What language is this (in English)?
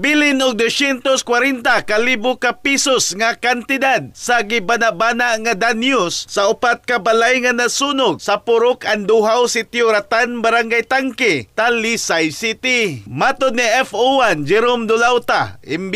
Cebuano